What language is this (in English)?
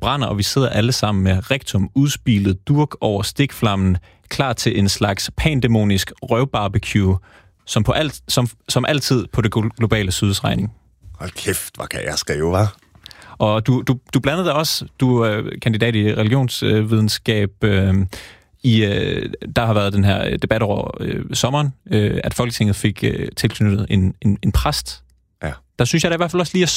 Danish